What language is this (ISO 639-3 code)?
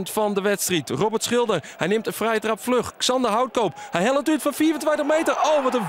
fry